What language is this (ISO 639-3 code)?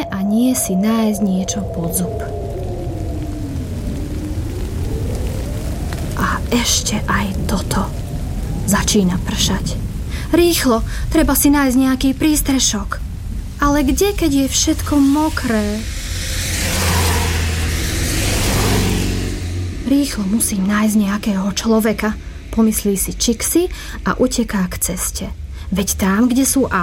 slk